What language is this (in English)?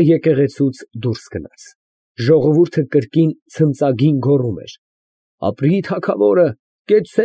Armenian